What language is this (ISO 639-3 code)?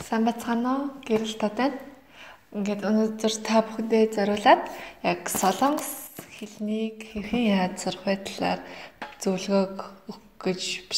mon